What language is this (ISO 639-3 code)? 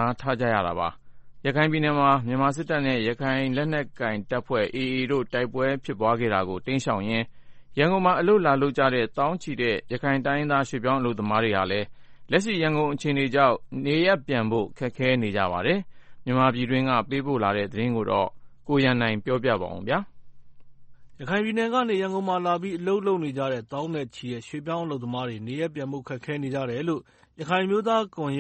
mya